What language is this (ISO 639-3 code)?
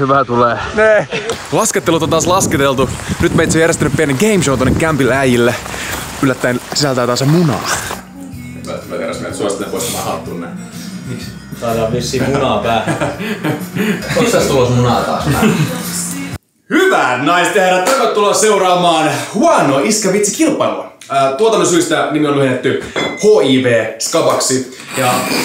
fin